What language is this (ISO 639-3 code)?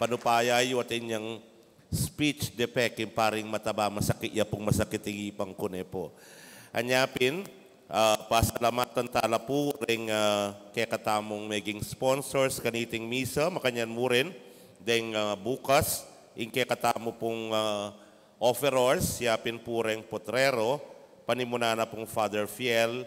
pam